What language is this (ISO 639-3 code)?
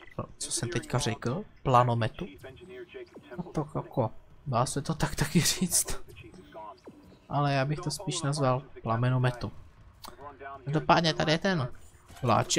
ces